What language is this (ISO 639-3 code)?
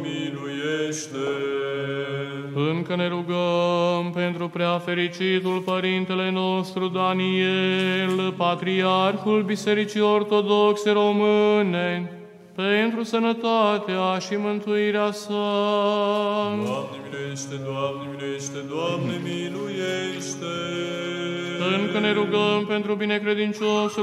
ron